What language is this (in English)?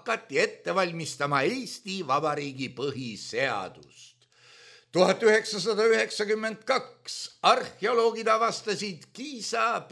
Estonian